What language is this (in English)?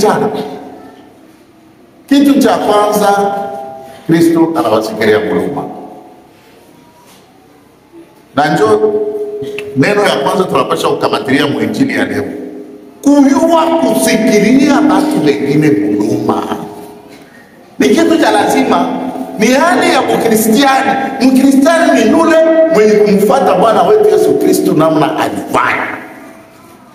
Swahili